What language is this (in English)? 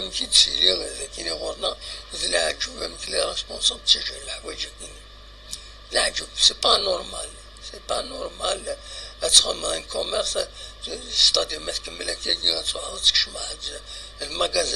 Kabyle